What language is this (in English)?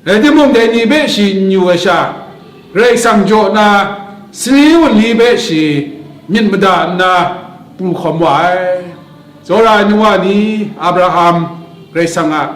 Kachin